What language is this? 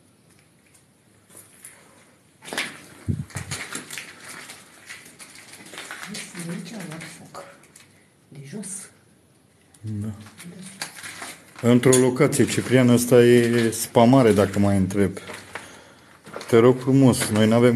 Romanian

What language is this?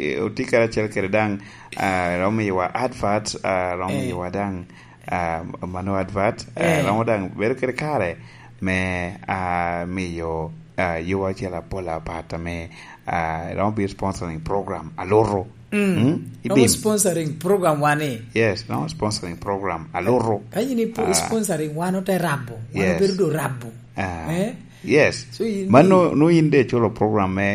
Lango (Uganda)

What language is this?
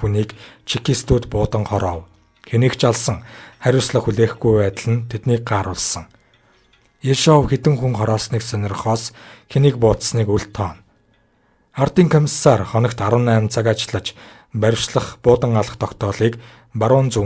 Mongolian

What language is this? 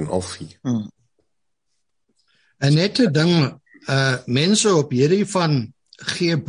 Afrikaans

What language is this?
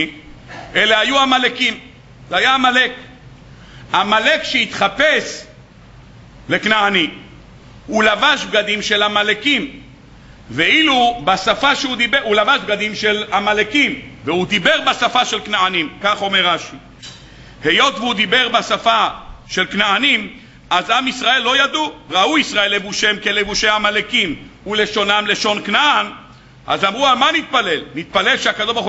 Hebrew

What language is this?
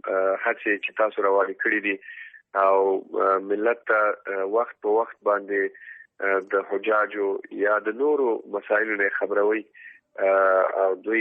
Pashto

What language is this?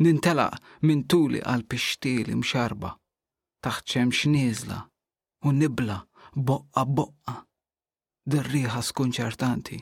Maltese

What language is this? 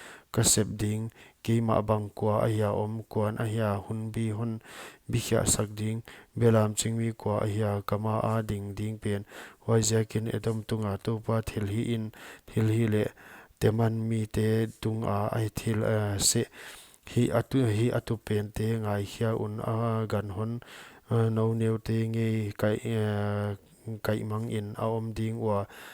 Paite Chin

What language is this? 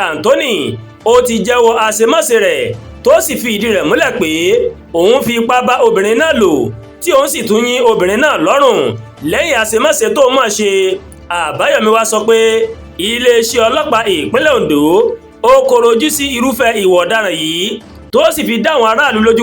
Yoruba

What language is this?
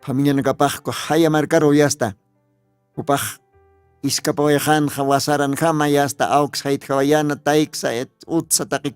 Aymara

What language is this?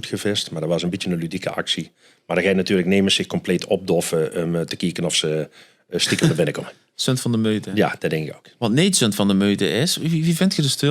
Limburgish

